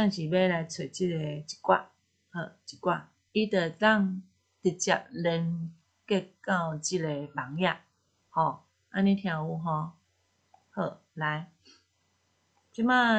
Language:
Min Nan Chinese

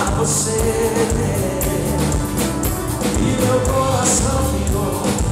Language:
Portuguese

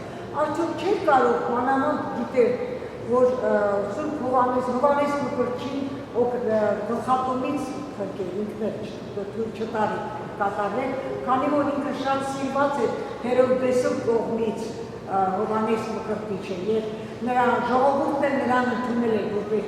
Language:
Western Armenian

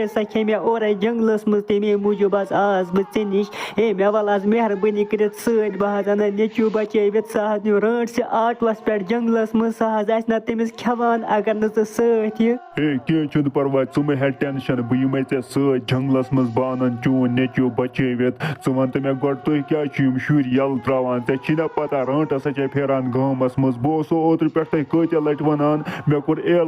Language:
Kashmiri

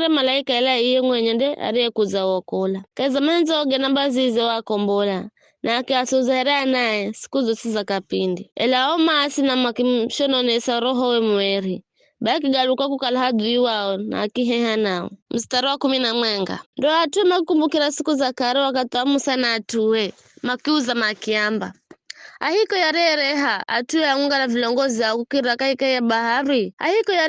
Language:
Giryama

